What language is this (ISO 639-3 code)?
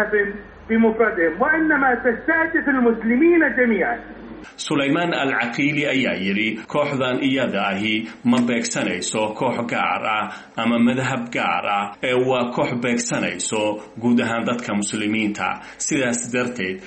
som